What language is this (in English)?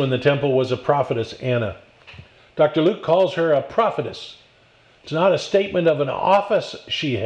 English